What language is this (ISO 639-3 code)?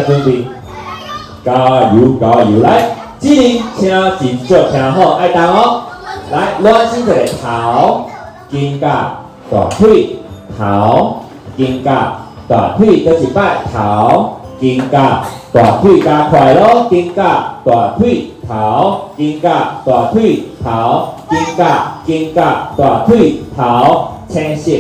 nan